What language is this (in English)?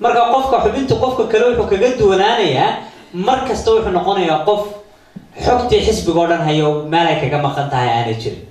Somali